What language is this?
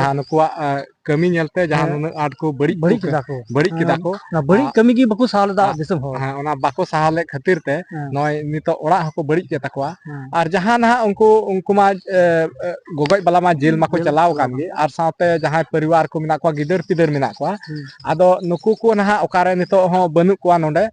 Santali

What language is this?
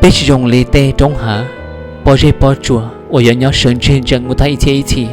Hmong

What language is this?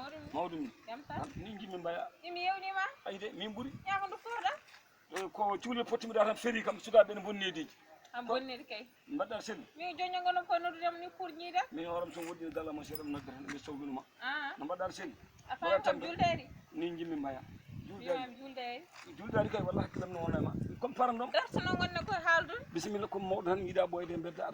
Fula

